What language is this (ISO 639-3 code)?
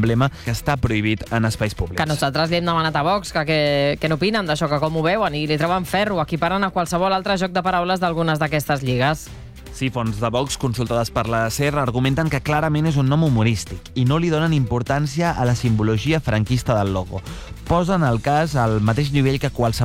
cat